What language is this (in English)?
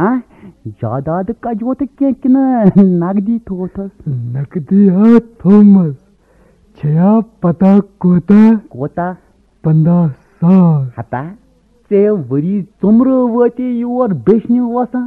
Kashmiri